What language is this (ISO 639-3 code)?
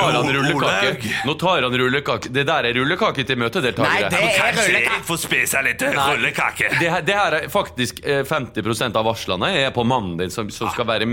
nor